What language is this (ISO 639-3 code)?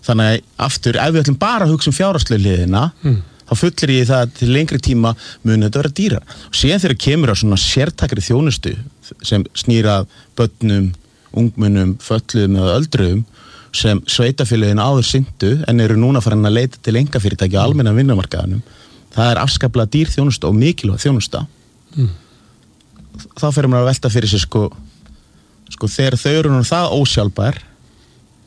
isl